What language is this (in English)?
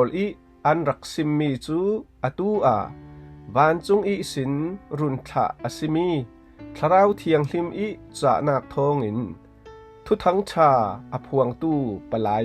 Falam Chin